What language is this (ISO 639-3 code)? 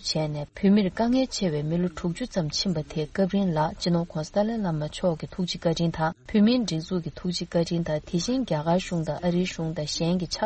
bod